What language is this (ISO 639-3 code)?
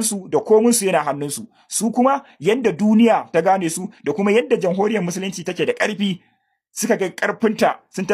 hau